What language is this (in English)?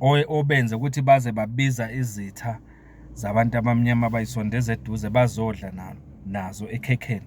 Zulu